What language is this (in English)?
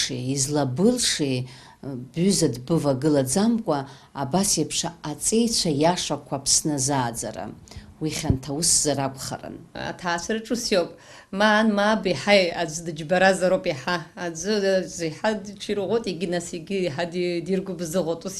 Abkhazian